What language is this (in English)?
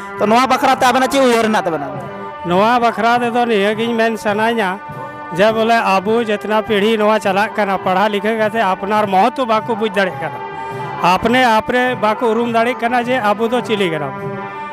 Santali